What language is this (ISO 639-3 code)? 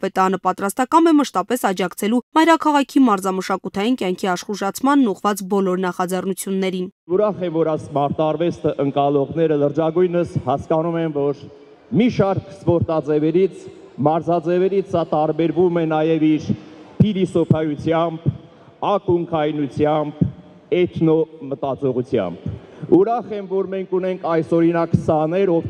hye